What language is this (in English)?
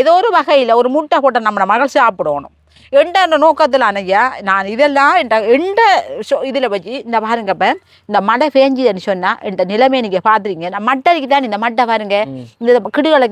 Tamil